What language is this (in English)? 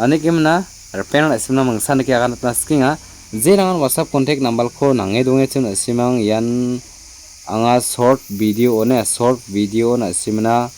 Garo